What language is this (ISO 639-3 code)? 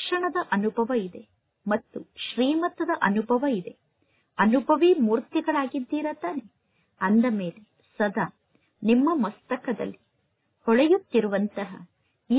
kan